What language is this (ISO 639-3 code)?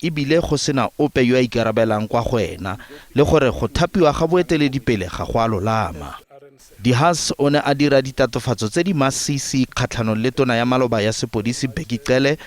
tsn